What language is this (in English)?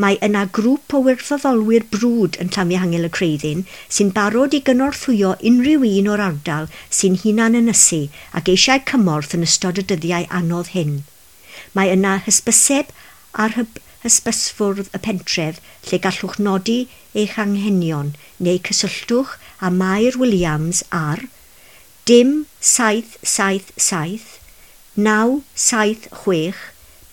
Welsh